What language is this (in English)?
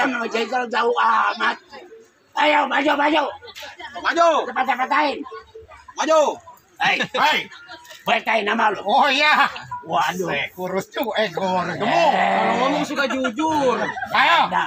Betawi